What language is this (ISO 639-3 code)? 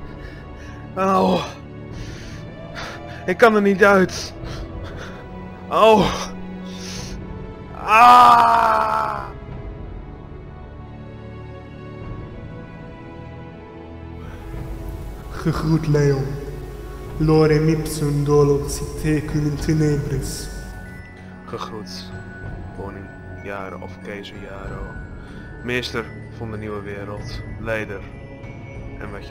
nld